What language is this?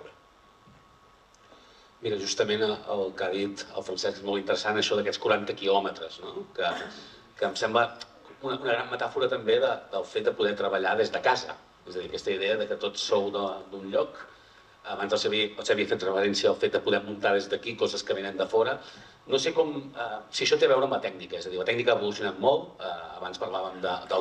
Catalan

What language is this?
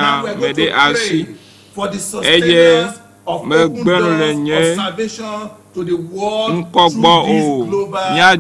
Ewe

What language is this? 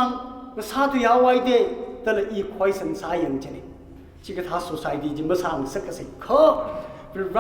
Tangkhul Naga (India)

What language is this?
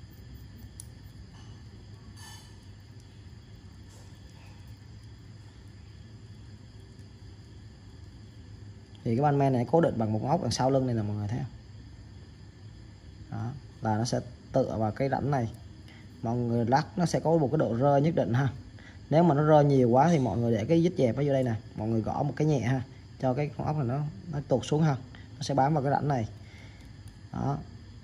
Vietnamese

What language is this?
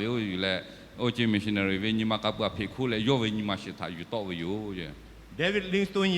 Lahu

